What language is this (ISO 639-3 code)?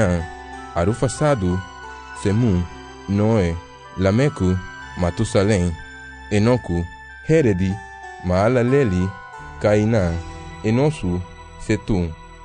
cab